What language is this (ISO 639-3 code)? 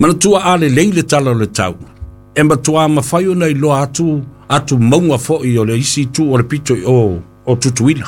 smo